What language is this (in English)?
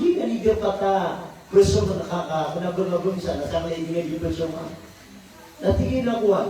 Maranao